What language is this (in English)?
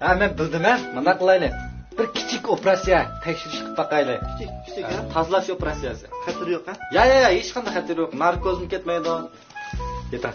Uyghur